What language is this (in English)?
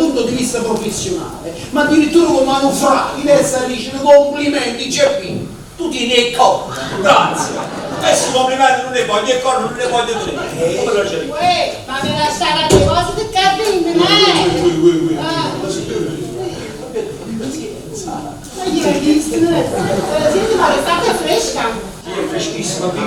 Neapolitan